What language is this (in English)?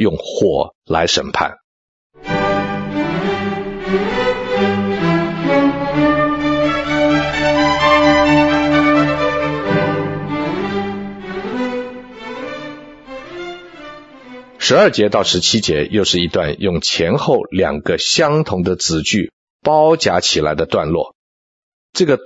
Chinese